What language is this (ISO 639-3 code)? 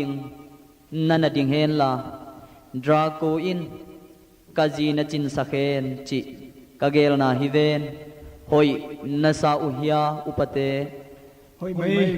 ctd